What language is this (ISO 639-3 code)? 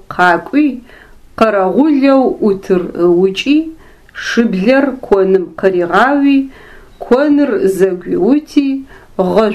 ady